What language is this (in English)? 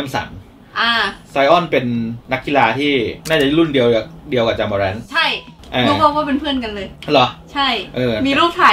Thai